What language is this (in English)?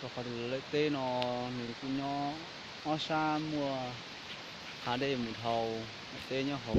Hmong